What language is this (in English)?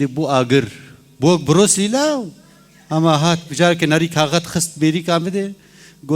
Kurdish